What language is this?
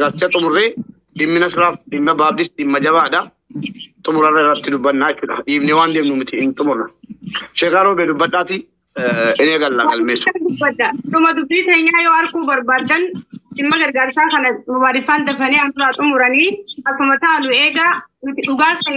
Oromo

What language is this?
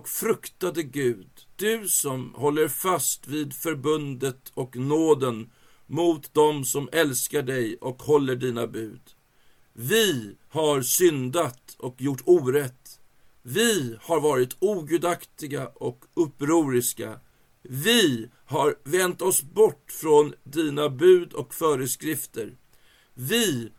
Swedish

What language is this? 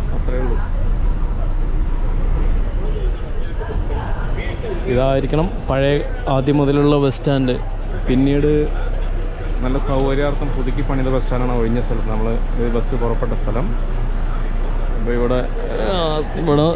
Malayalam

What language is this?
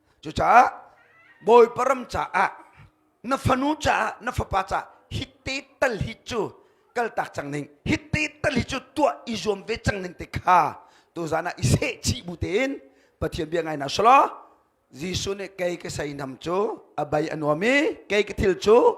Hakha Chin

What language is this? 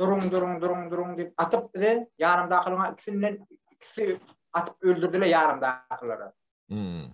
Turkmen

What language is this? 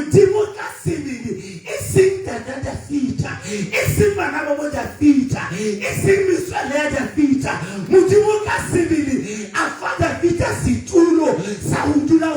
Southern Sotho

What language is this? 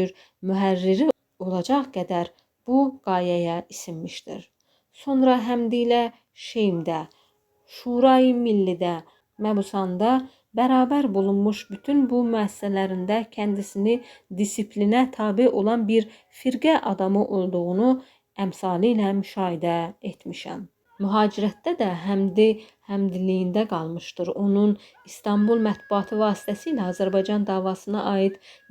Azerbaijani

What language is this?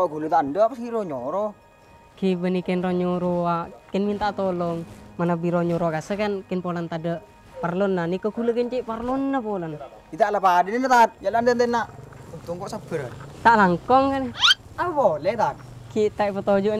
Madurese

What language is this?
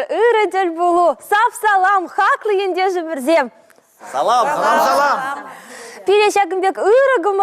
Chuvash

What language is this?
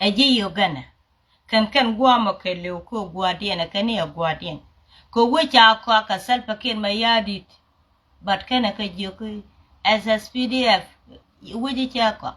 Nuer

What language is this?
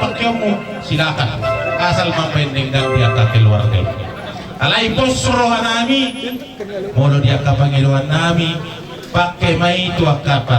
Batak Toba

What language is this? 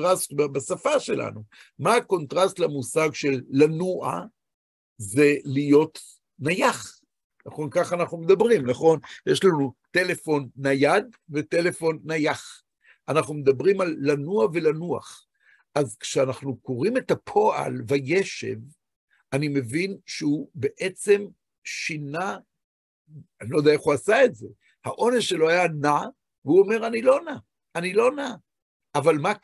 Hebrew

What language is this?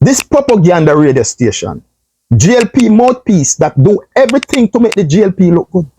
Jamaican Creole English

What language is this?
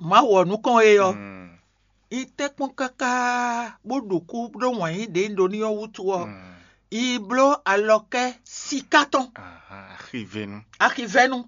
Fon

